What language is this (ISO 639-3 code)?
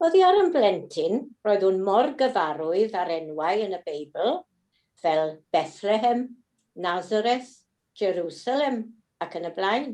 cym